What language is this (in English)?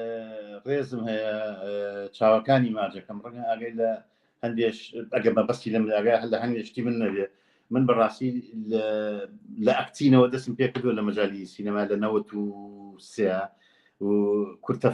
Central Kurdish